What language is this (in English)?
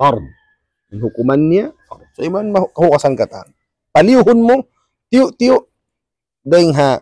Tausug